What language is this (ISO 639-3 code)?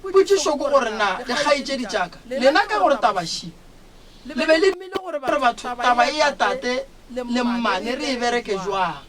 nso